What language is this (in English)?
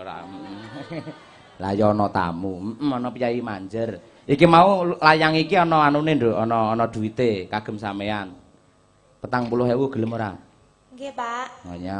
Javanese